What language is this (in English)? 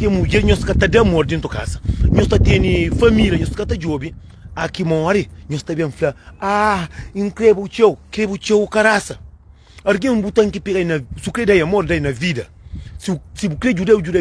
Kabuverdianu